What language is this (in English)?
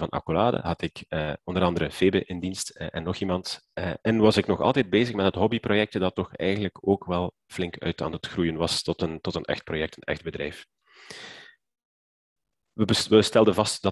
Dutch